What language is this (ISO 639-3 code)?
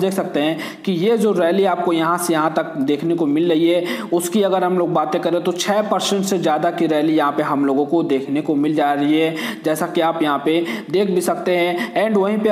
hin